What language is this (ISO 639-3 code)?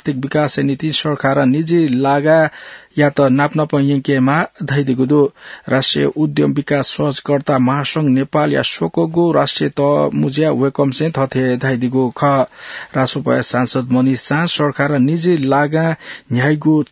new